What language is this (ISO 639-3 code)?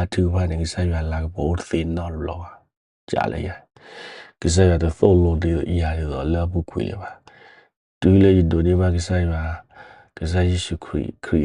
ksw